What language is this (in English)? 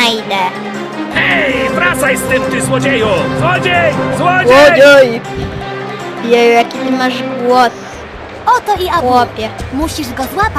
Polish